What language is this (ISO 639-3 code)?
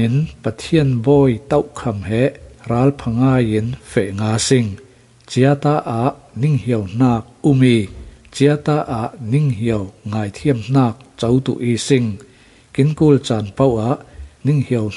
cfm